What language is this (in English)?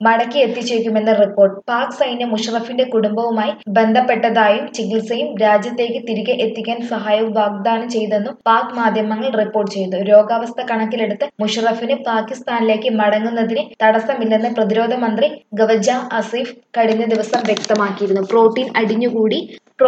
Malayalam